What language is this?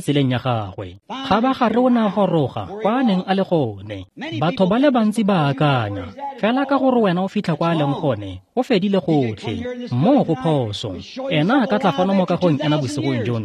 Tswana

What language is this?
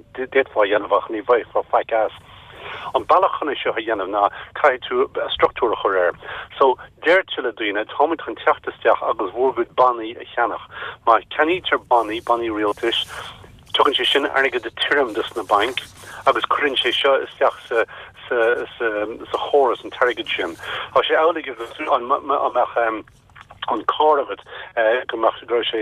Irish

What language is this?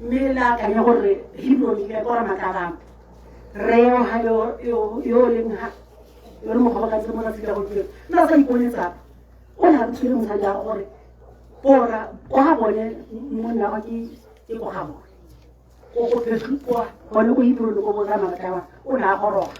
Tswana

